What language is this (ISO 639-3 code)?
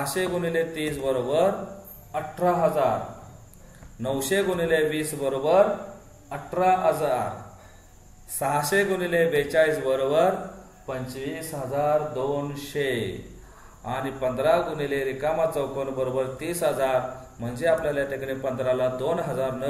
mar